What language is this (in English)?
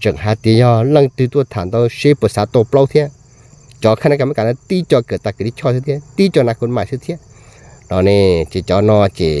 Hmong